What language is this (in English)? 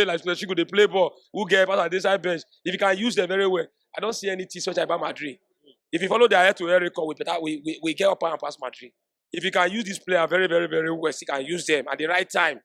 Nigerian Pidgin